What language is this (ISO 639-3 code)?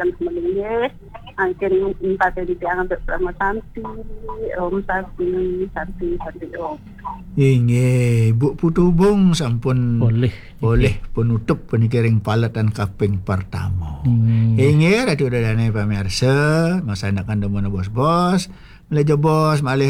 ban